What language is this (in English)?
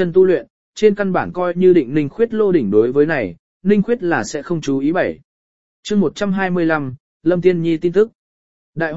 Vietnamese